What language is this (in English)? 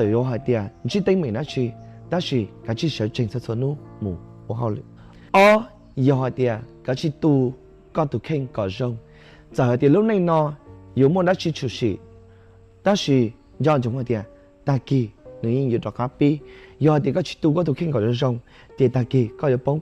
Hmong